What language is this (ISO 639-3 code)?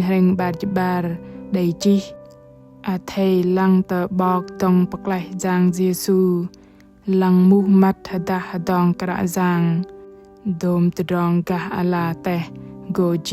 bdq